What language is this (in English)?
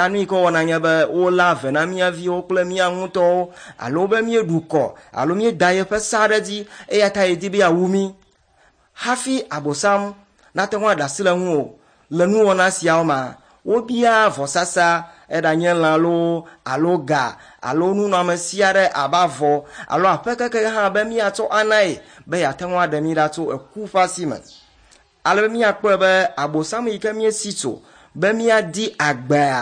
Ewe